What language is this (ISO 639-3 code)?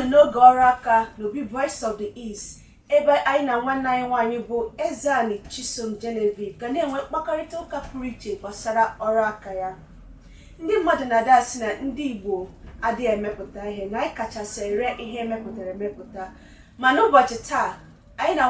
ibo